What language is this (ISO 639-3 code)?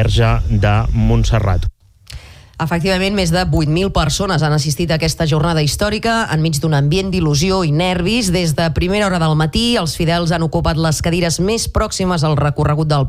cat